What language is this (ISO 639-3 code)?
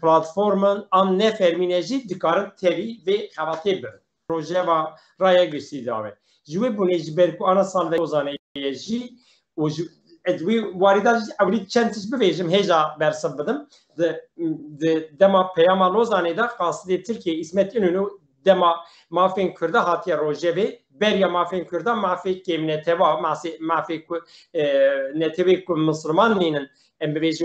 kur